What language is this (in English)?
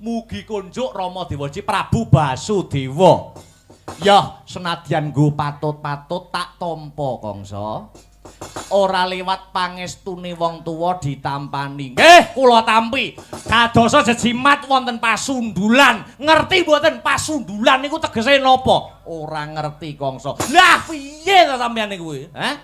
Javanese